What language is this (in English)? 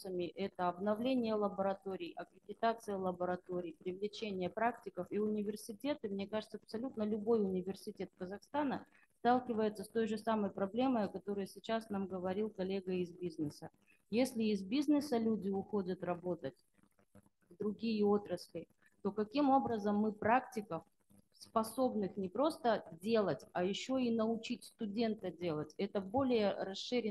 Russian